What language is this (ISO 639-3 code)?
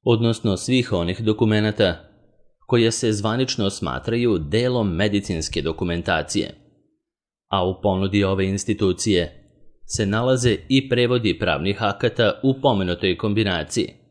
srp